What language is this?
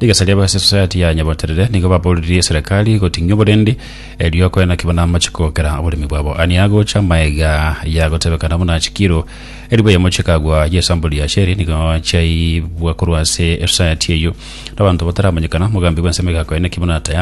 Gusii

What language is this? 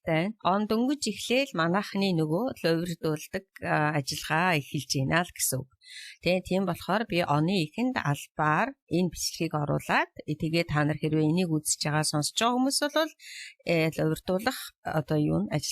Mongolian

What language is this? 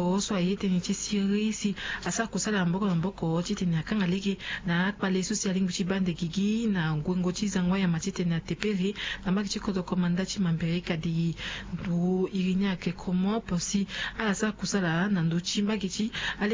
Sango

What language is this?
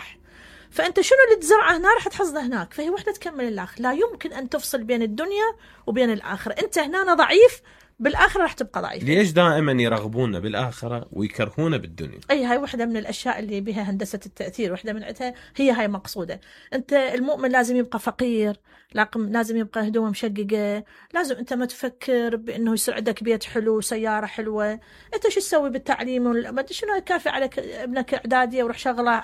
Mesopotamian Arabic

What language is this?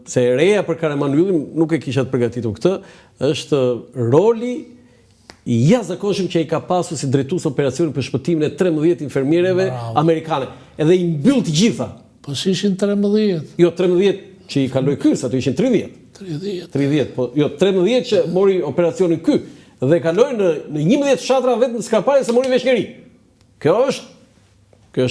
Albanian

